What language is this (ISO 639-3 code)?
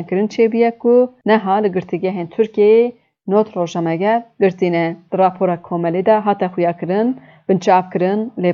kur